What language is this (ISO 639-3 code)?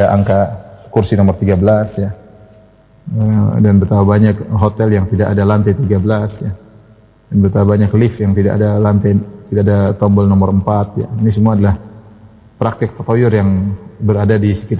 ind